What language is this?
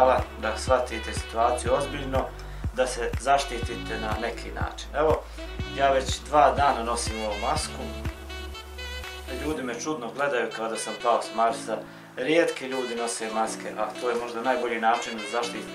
Bosnian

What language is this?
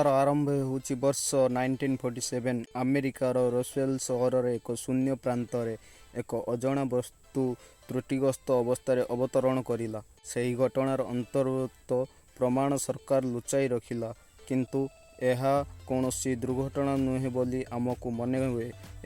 Odia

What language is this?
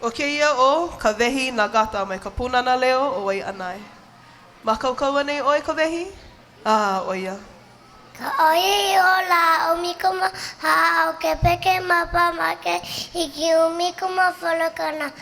Hawaiian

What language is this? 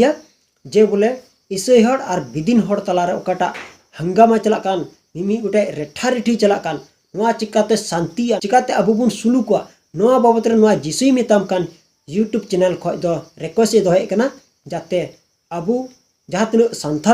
Santali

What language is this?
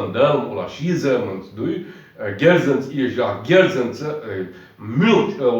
Chechen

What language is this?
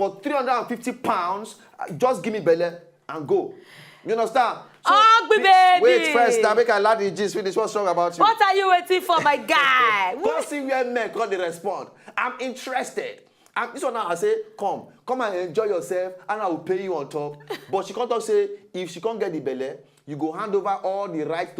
Nigerian Pidgin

